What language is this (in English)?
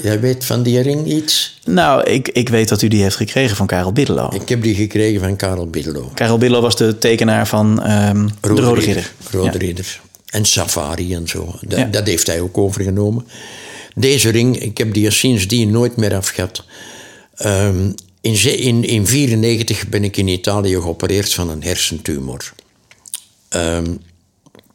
Dutch